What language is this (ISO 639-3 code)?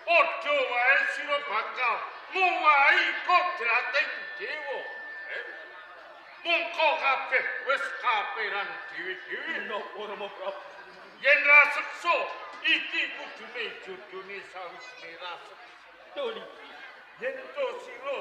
jav